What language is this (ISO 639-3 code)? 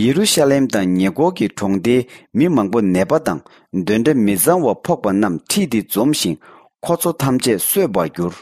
bod